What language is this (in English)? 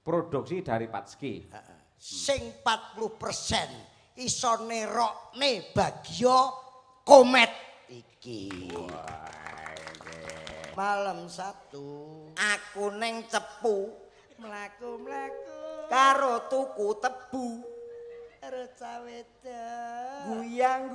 Javanese